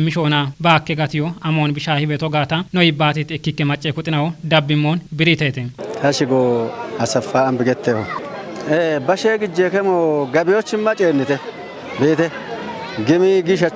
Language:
Kafa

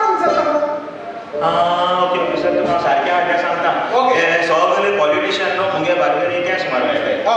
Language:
Konkani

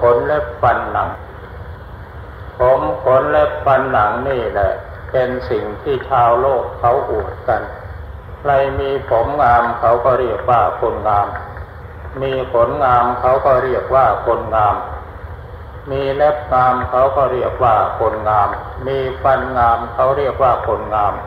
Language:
Thai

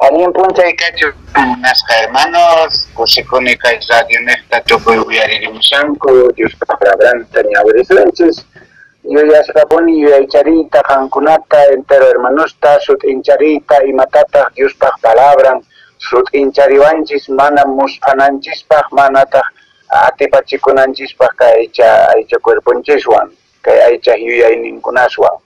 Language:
Quechua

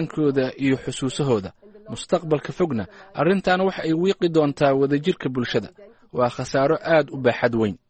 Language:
Somali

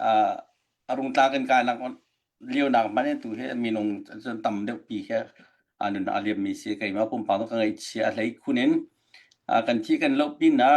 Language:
Hakha Chin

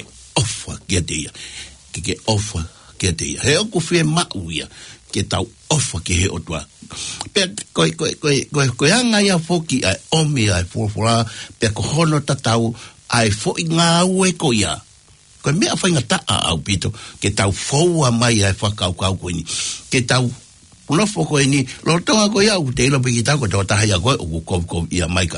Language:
Tongan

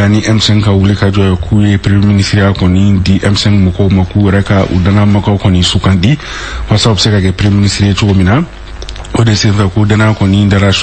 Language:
Bambara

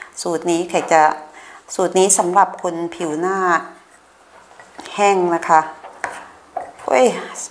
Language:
Thai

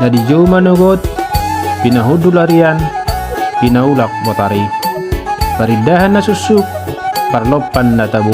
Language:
Batak Toba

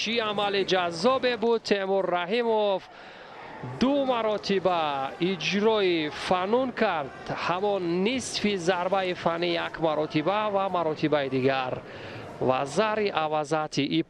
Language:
Tajik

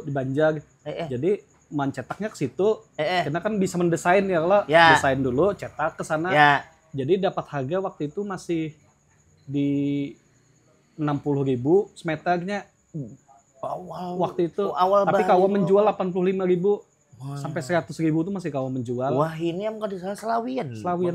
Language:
Banjar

